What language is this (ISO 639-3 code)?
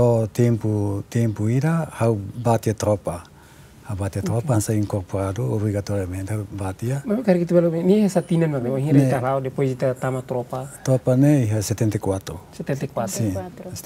tet